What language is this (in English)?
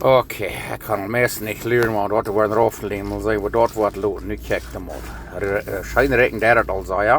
Plautdietsch